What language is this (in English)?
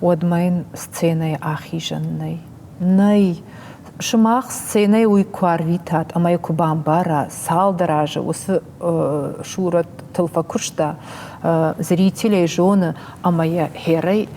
Ossetic